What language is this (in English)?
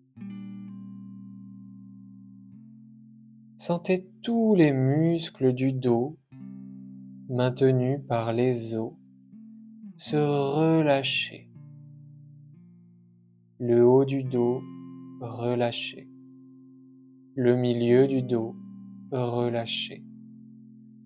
French